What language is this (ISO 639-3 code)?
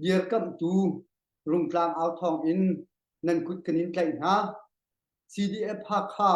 cnh